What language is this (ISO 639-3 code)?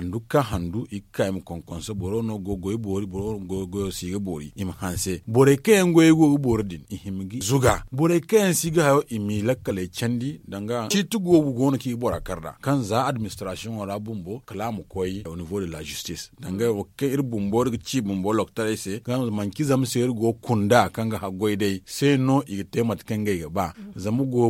dje